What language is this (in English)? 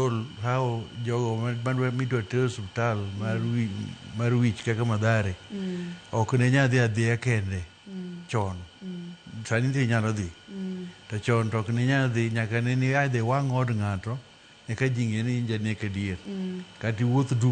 Luo (Kenya and Tanzania)